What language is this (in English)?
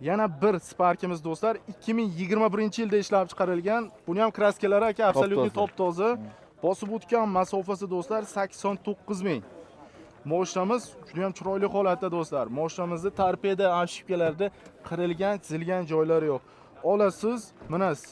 Uzbek